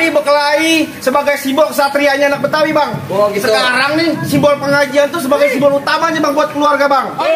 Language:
Betawi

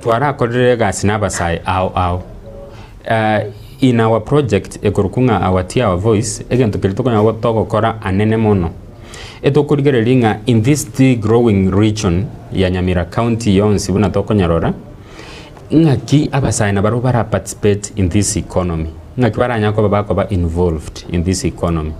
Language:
Gusii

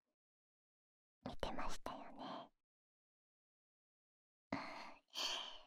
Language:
Japanese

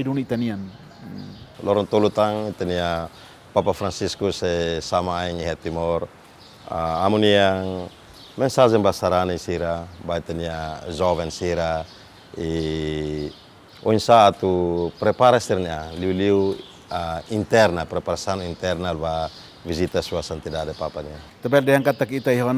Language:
Tetum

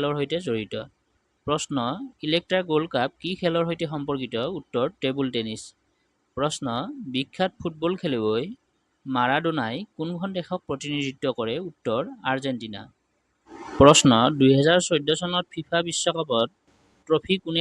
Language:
Assamese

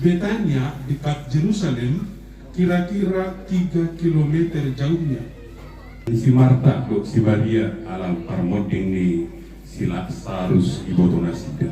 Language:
Batak Toba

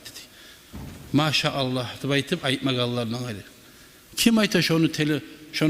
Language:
Kumyk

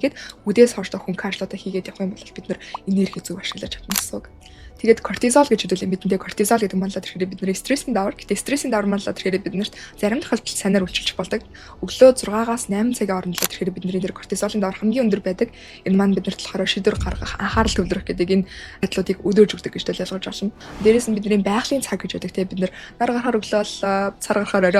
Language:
Mongolian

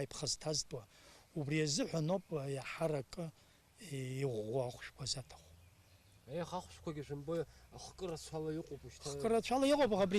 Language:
Abkhazian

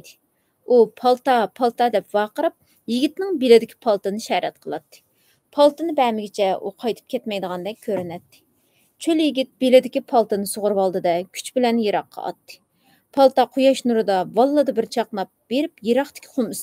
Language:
Uyghur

